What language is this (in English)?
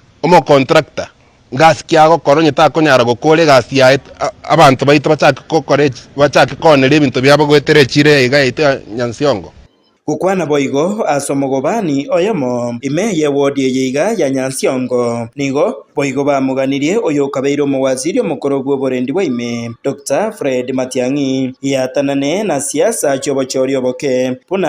Gusii